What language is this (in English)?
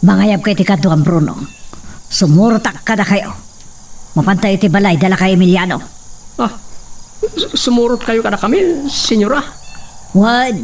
Iloko